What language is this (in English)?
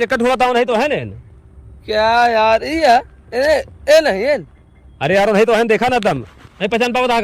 Awadhi